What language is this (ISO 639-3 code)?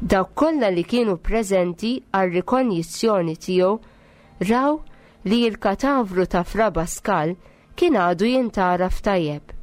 mlt